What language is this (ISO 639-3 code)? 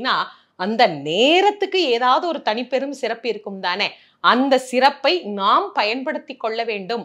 tam